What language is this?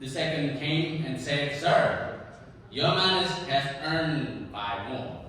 Central Mnong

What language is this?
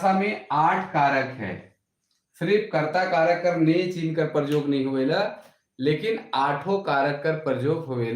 Sadri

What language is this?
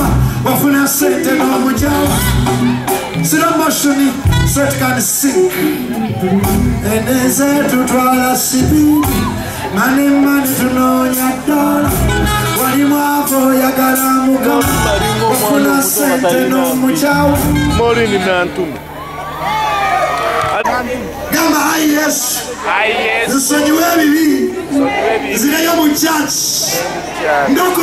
Ganda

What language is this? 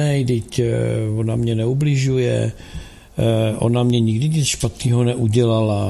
Czech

